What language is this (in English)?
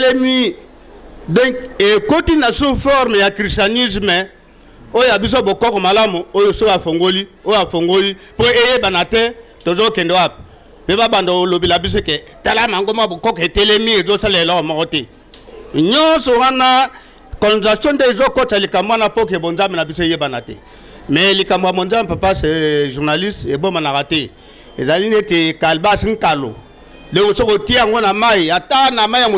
Lingala